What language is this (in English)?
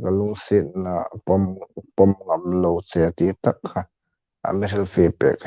Hmar